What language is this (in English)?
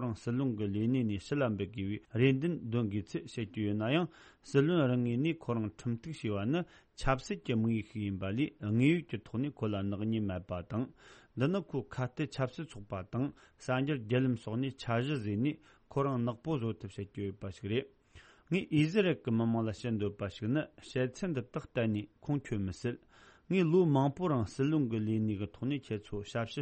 Tibetan